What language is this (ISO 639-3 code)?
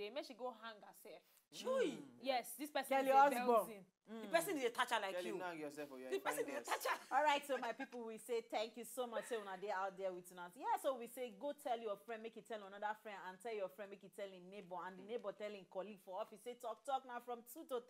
pcm